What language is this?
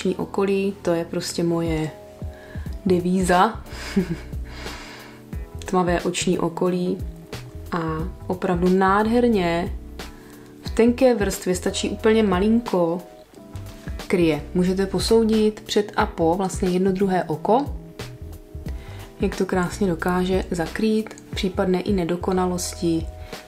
Czech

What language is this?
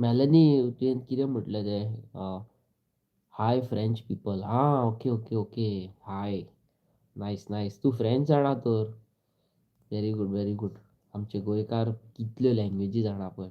Konkani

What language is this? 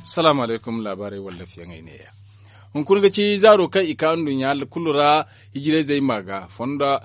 Zarma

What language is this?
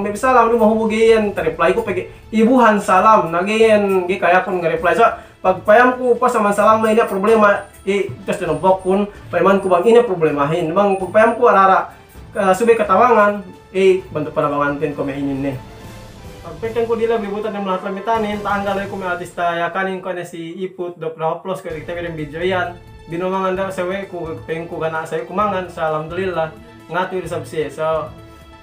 Yakan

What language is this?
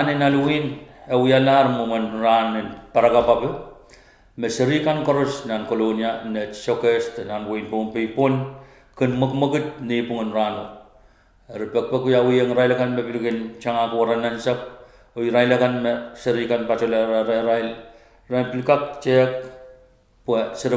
Pohnpeian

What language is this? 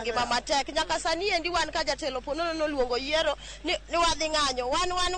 Luo (Kenya and Tanzania)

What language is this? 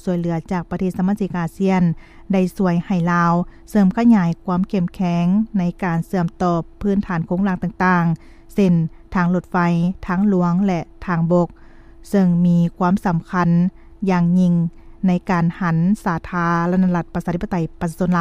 Lao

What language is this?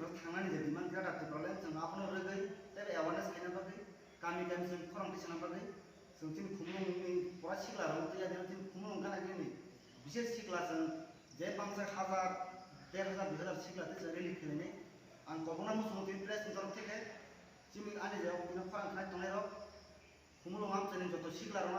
Kok Borok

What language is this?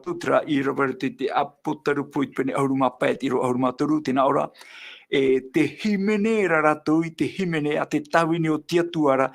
Tahitian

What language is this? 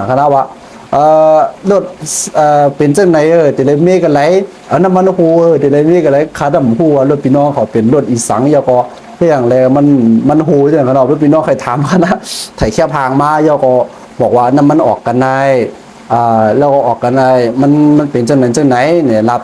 Shan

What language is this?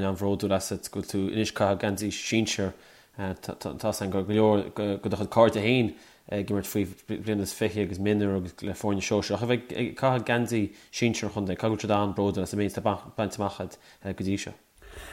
Irish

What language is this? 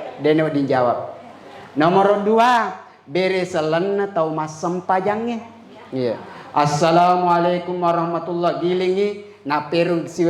Buginese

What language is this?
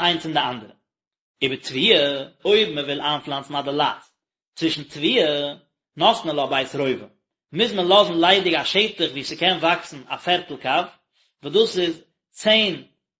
Yiddish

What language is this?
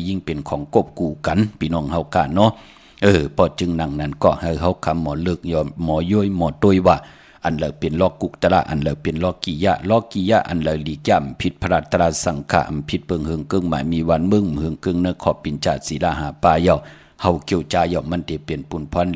Shan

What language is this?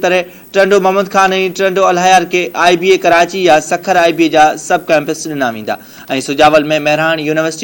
Sindhi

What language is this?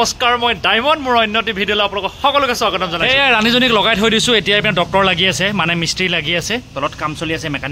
Assamese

